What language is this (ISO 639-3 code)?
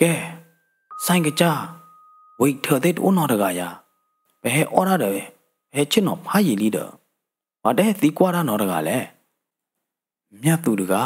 ksw